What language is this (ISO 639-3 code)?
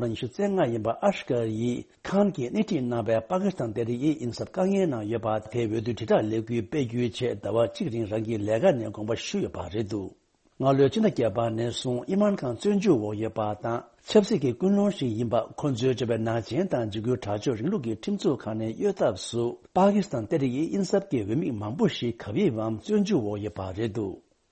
bod